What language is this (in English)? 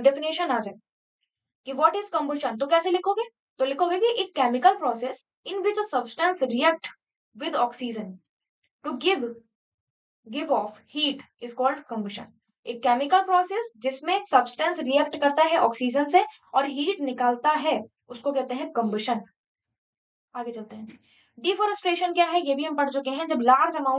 Hindi